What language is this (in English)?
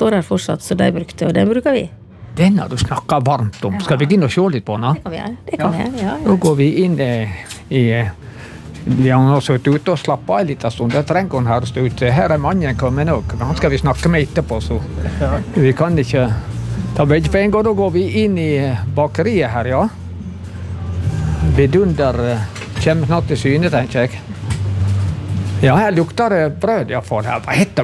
Norwegian